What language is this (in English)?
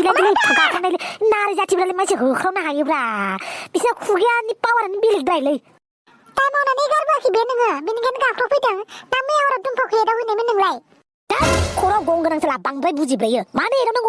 Bodo